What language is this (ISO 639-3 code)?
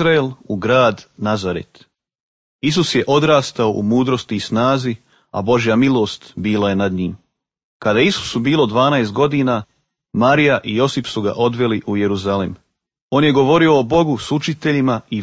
srp